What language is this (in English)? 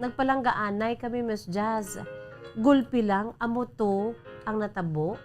Hiligaynon